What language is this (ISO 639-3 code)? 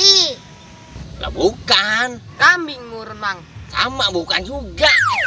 bew